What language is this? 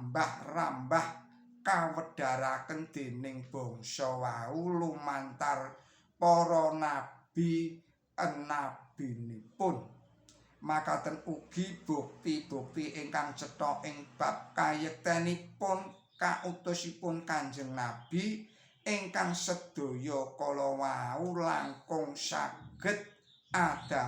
Javanese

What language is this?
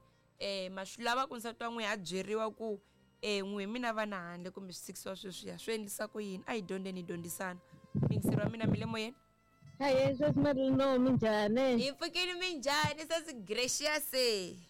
Tsonga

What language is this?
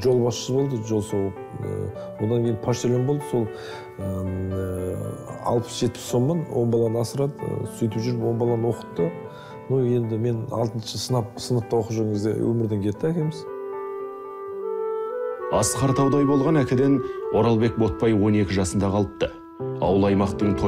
Kazakh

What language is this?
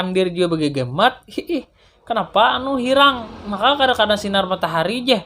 Banjar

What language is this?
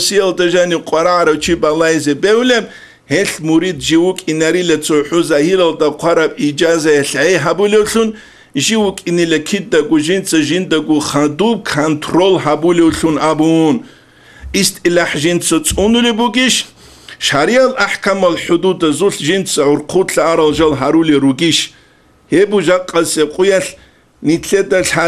Avaric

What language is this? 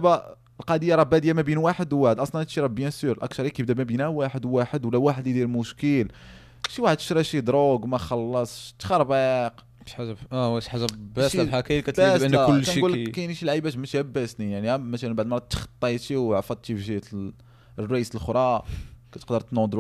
Moroccan Arabic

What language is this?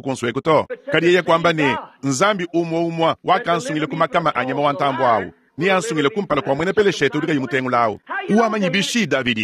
Luba-Lulua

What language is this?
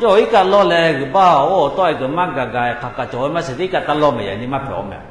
Lahu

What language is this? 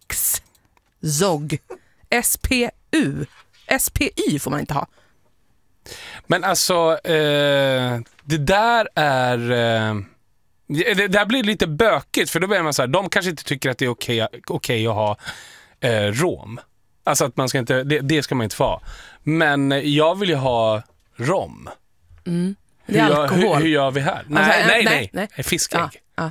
Swedish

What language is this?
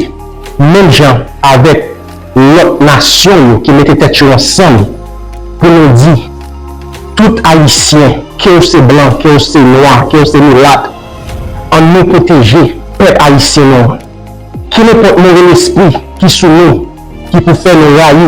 Haitian Creole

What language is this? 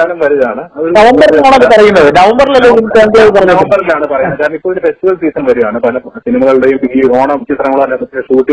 Malayalam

